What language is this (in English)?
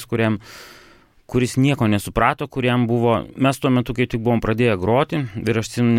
Lithuanian